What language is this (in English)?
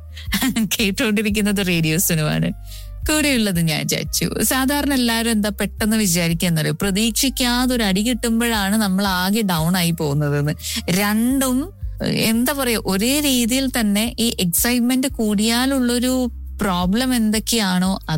Malayalam